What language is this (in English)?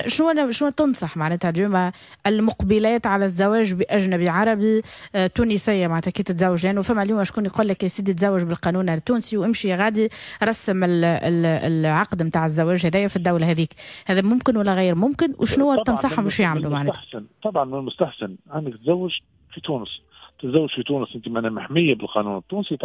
Tunisian Arabic